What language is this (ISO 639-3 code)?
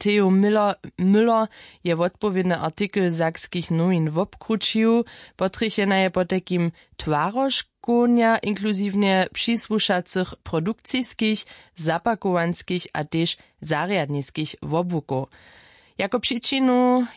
hsb